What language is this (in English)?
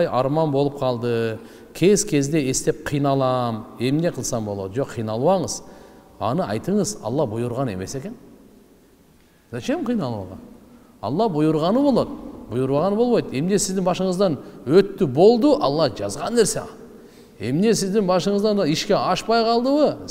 Kyrgyz